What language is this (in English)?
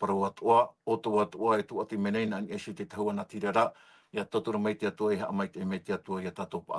Tahitian